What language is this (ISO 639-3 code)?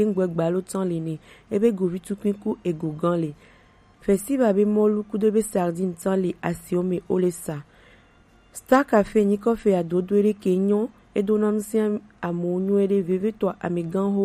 gej